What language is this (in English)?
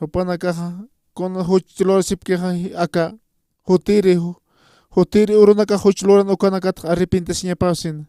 Aymara